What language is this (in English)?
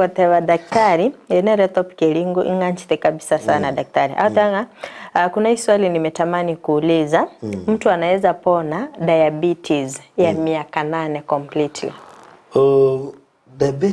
Gusii